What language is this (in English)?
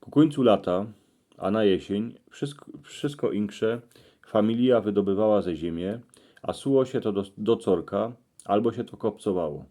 Silesian